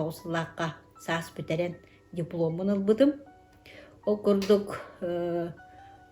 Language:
Yakut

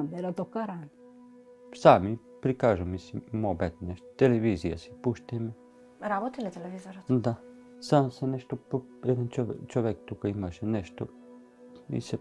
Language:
Macedonian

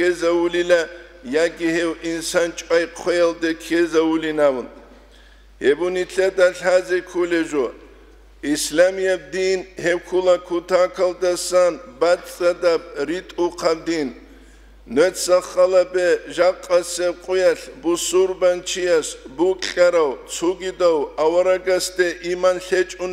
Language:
Avaric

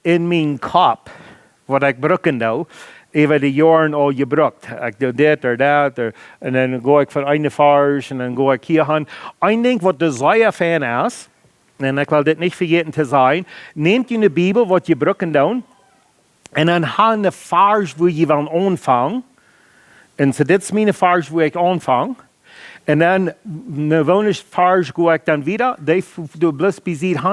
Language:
Plautdietsch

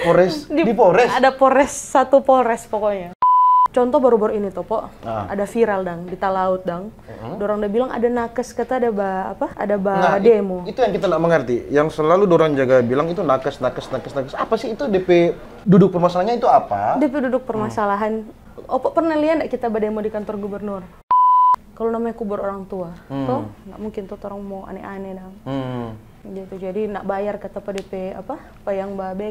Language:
Manado Malay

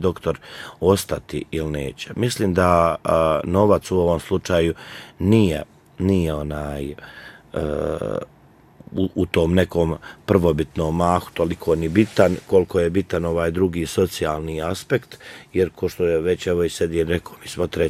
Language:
Bosnian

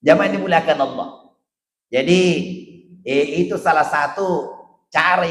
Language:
Buginese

